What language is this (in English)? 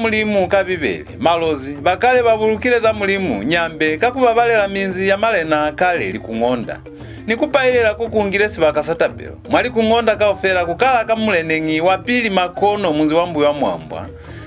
Lozi